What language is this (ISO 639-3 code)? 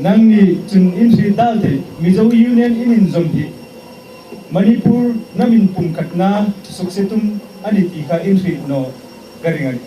hmr